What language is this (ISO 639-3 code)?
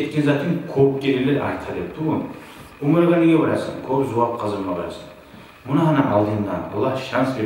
kum